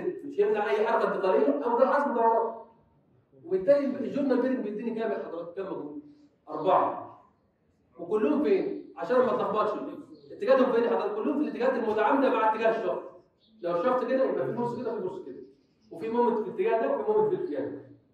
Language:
Egyptian Arabic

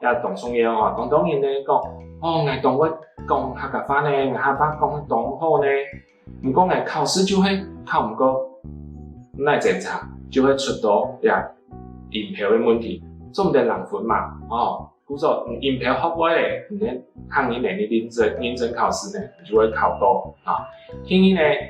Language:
Hakka Chinese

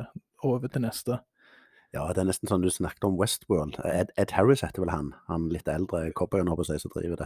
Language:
Norwegian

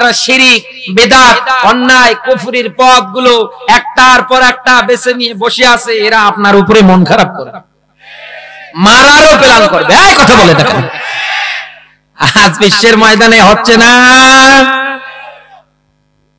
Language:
Bangla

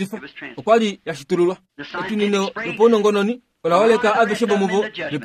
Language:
Kuanyama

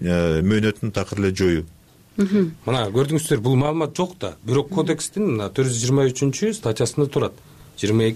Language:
Kyrgyz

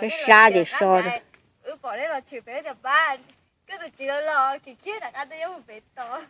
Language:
Hmong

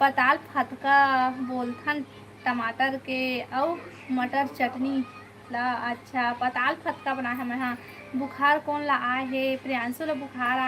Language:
Chhattisgarhi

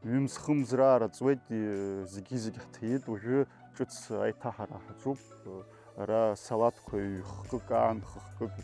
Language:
Abkhazian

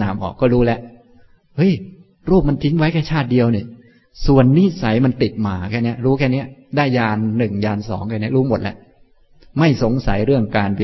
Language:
Thai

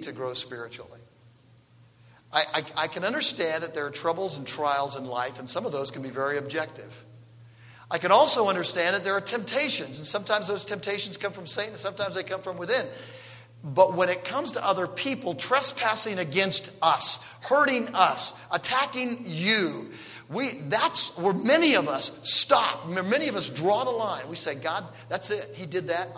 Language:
English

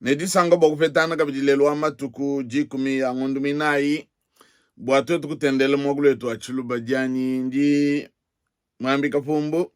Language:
Luba-Lulua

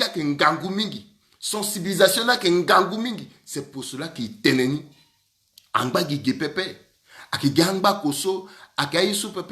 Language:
Sango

